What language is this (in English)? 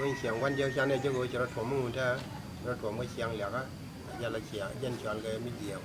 Nuer